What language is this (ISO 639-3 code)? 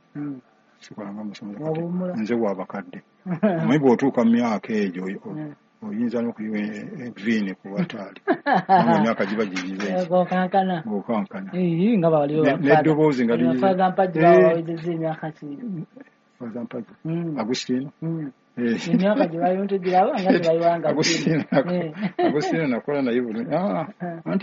lug